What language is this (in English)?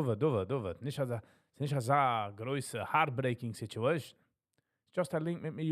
Yiddish